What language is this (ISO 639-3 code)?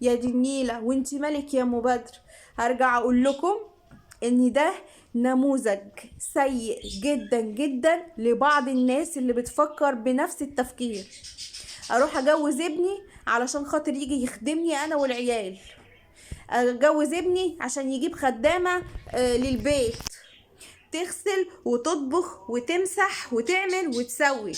arz